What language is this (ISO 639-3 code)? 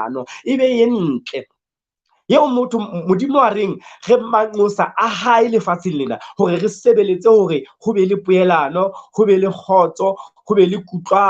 sot